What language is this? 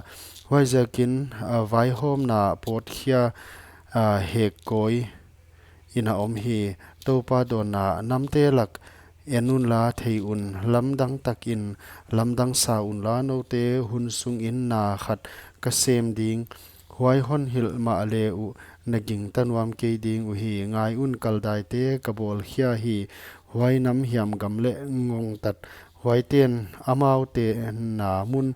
Paite Chin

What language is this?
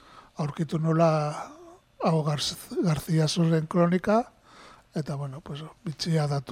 Basque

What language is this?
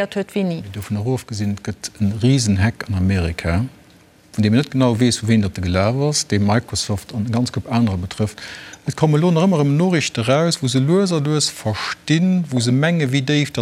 Luxembourgish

